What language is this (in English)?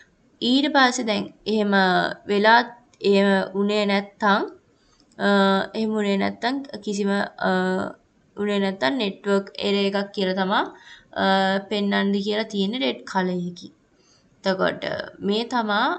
Sinhala